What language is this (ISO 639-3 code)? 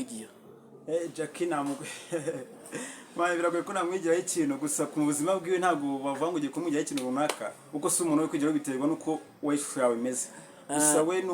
kin